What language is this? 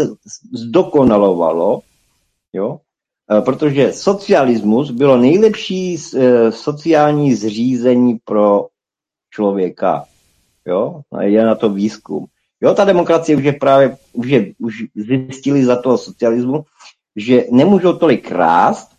Czech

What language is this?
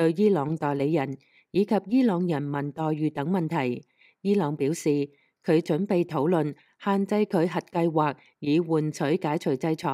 Cantonese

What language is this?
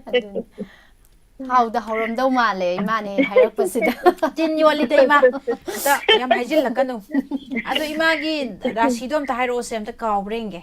Manipuri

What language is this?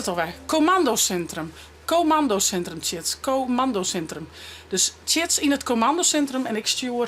Western Frisian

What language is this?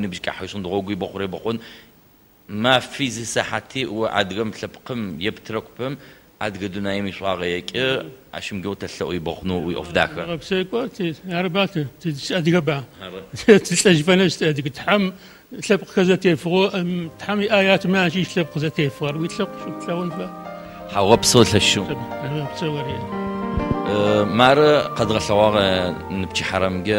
Adyghe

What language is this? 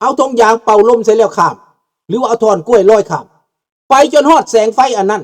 Lao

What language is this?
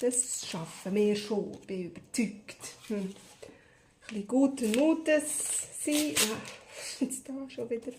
Swiss German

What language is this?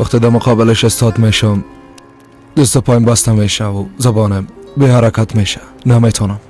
Persian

